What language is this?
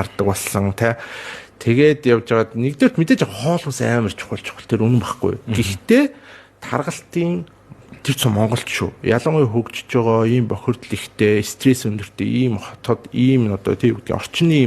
Mongolian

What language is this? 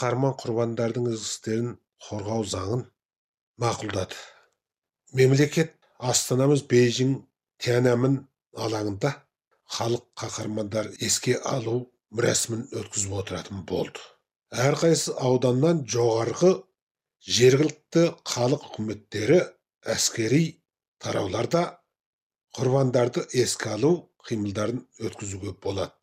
Kazakh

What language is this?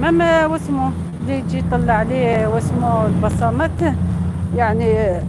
Algerian Arabic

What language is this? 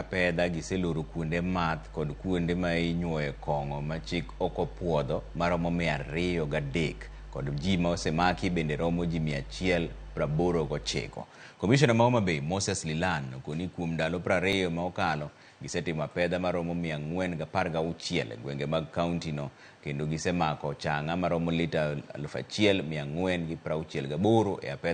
Luo (Kenya and Tanzania)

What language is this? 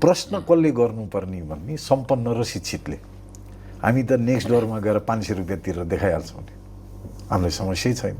Nepali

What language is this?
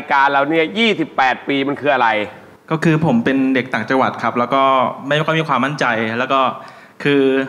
Thai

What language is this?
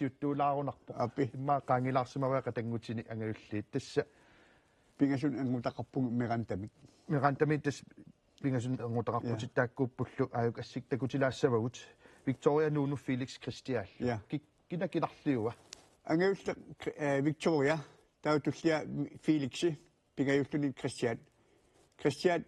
Kalaallisut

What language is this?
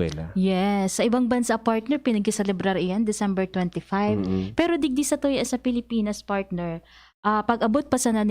Bikol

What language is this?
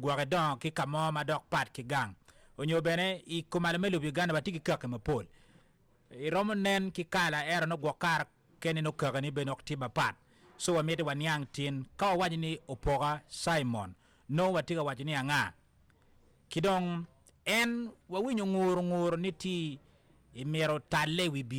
Acoli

